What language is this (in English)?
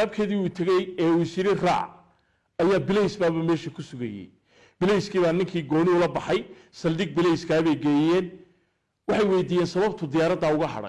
Somali